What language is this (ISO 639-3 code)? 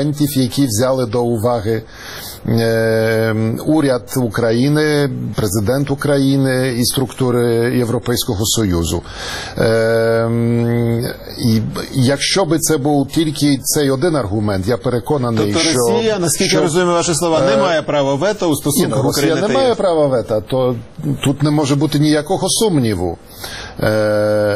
ukr